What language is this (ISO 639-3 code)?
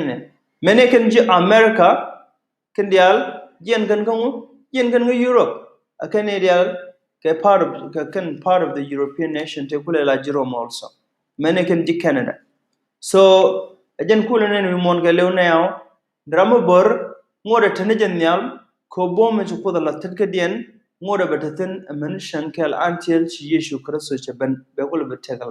nus